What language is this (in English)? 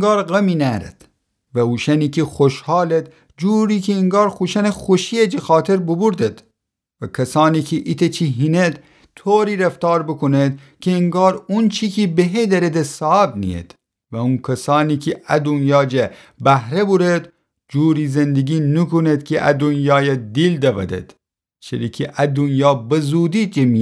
Gilaki